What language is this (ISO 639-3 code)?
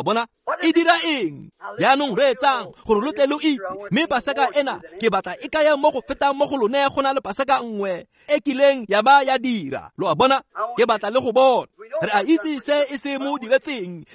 tsn